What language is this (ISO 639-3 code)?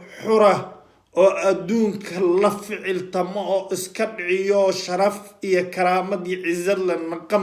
som